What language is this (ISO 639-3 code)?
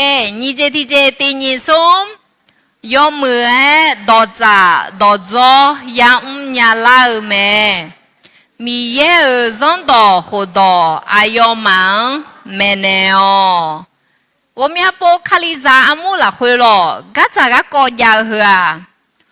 ahk